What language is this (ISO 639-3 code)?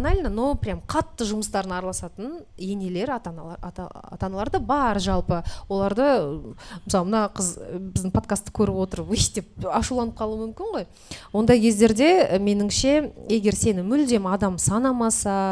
kaz